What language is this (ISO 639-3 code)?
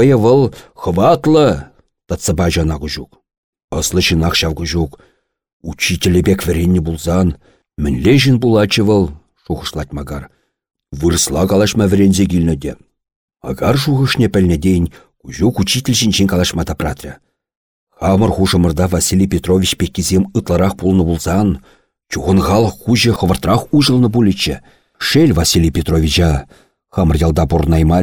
chv